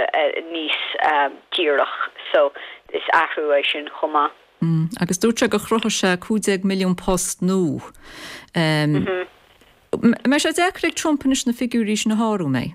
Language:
Irish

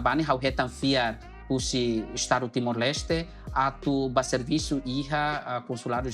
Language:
Tetum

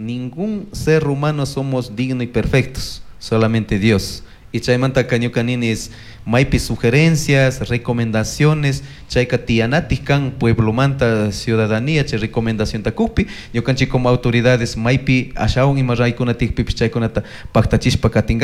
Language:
Chimborazo Highland Quichua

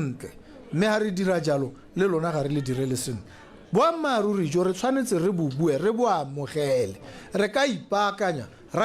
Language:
Tswana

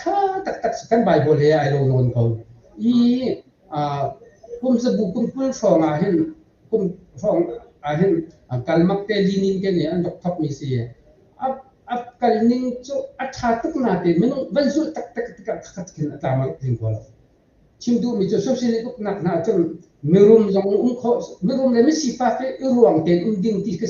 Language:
Hakha Chin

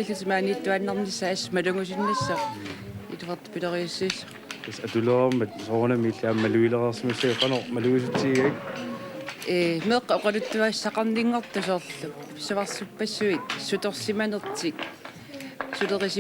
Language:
Kalaallisut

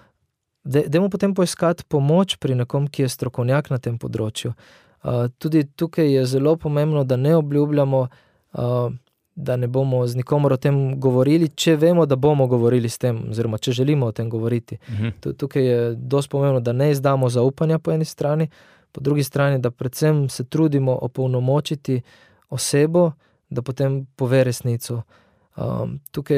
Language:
Slovenian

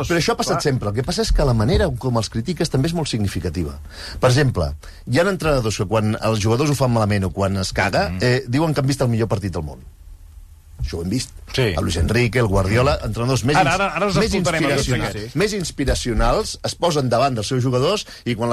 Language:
Catalan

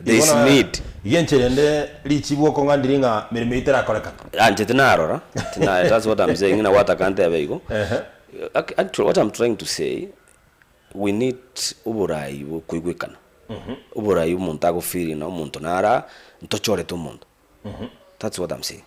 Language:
Gusii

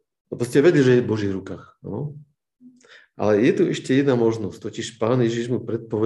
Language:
Slovak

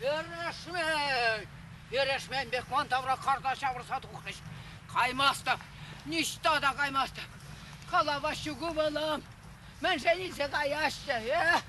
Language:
Chuvash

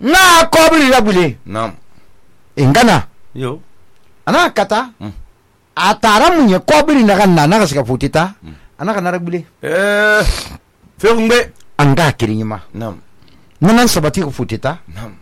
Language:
Susu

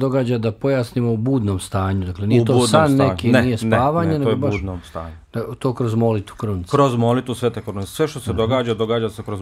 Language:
Bosnian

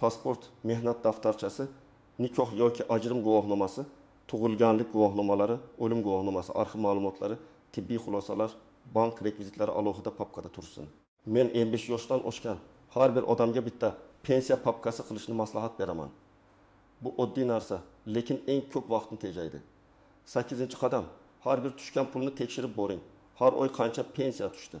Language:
Uzbek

